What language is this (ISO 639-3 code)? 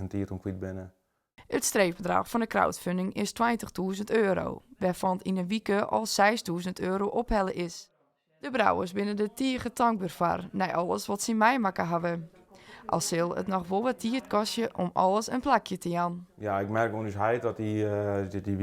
fry